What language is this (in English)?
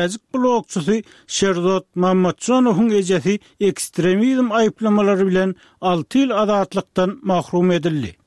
Turkmen